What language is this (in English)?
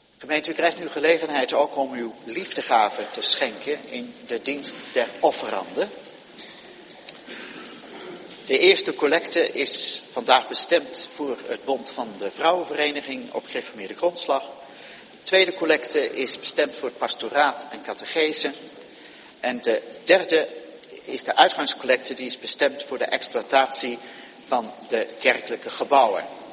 Dutch